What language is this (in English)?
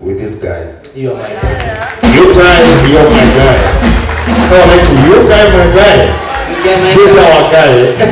Kikuyu